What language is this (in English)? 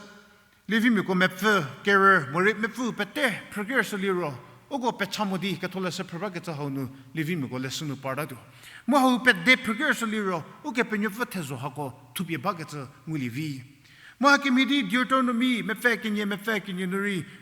Angami Naga